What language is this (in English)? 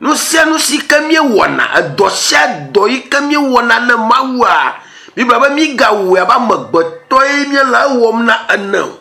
Ewe